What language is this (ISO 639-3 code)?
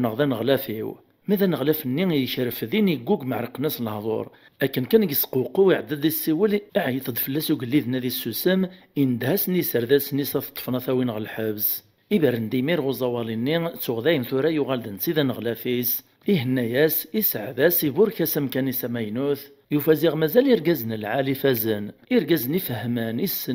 kab